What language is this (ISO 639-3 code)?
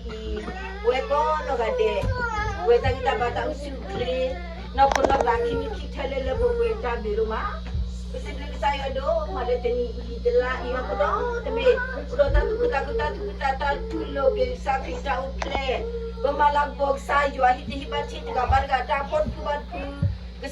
ksw